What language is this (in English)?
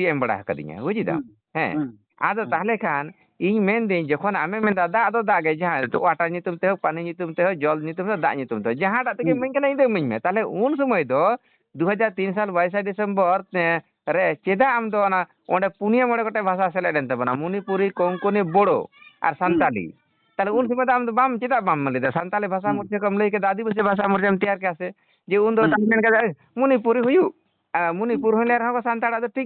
Santali